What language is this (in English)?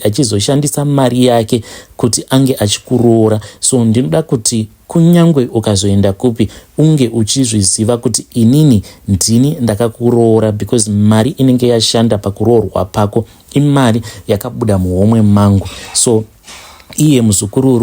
Shona